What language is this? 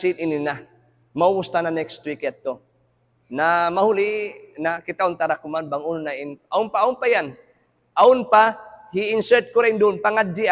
Tausug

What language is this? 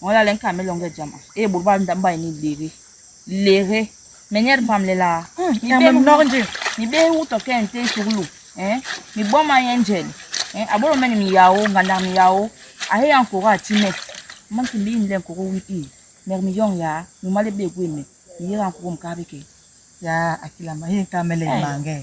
Basaa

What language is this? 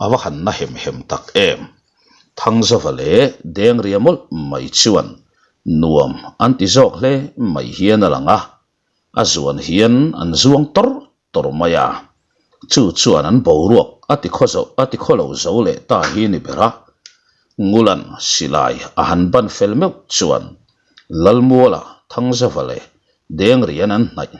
Mizo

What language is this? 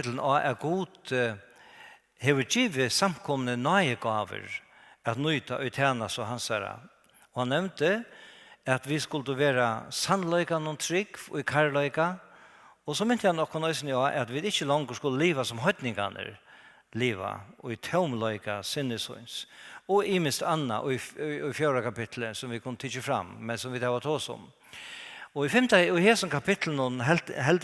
Faroese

